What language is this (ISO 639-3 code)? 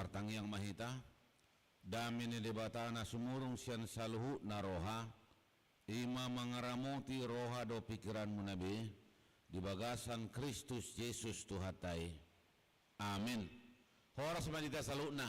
bbc